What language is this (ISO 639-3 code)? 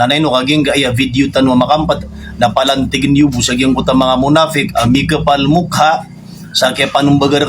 mrw